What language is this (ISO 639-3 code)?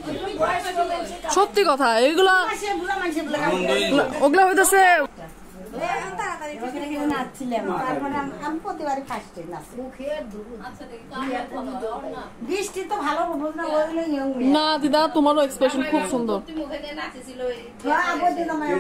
ben